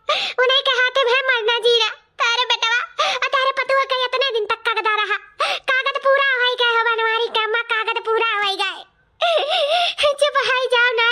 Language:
Awadhi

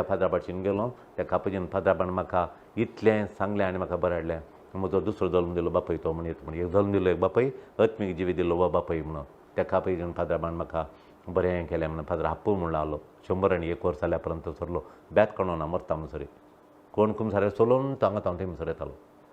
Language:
Konkani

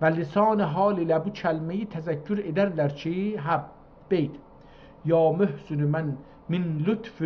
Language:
South Azerbaijani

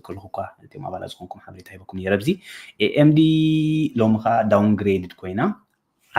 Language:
Tigrinya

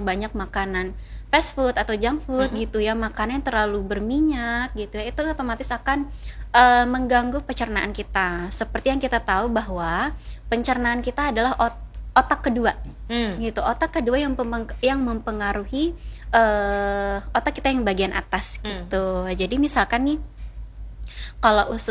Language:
Indonesian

